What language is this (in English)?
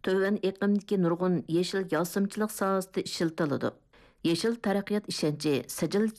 Uyghur